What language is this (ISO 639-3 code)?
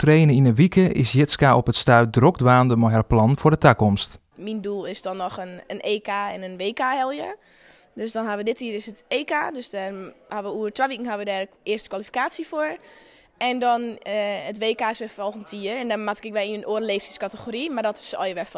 fry